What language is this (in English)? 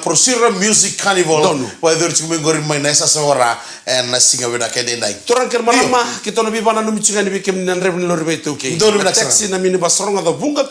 Fijian